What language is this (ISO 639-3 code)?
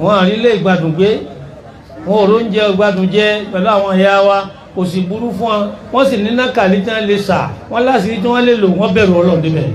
yor